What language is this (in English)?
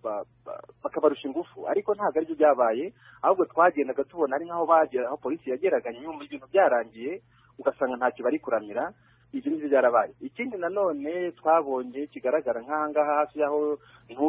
Kinyarwanda